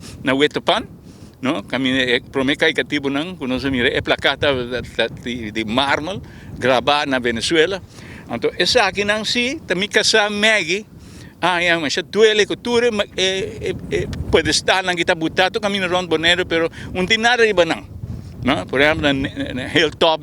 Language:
Papiamento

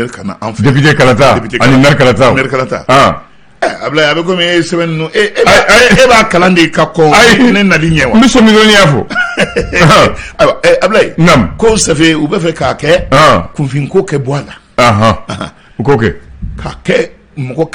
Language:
Bambara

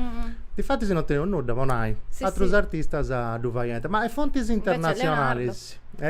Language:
Sardinian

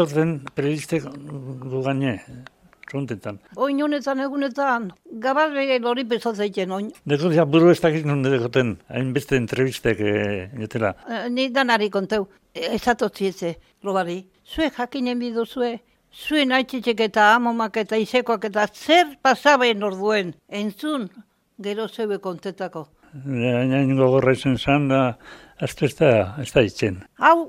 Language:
Basque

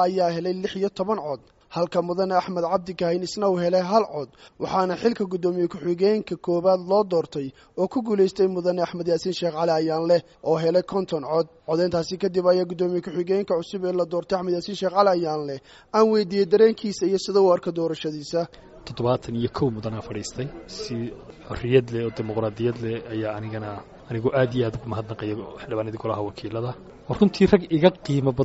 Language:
Somali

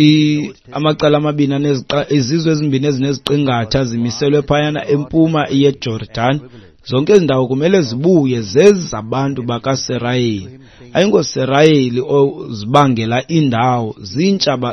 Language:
Xhosa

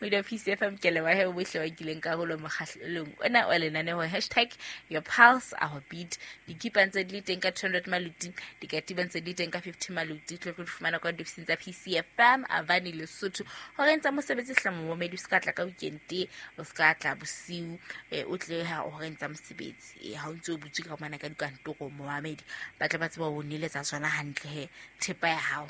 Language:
Southern Sotho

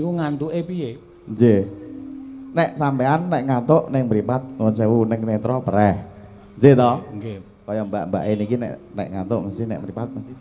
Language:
Javanese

